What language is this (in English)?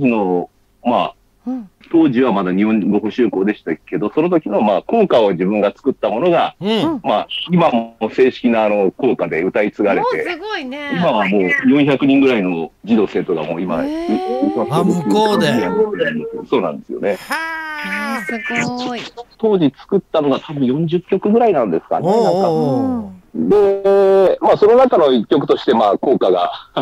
Japanese